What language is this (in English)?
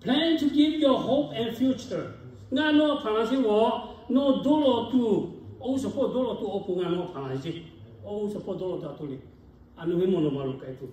Lahu